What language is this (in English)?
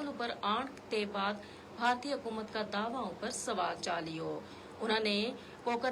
Gujari